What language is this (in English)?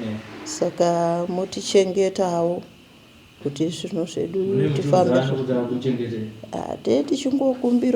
Shona